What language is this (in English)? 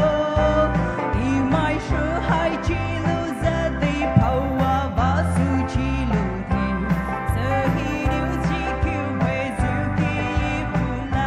Poumei Naga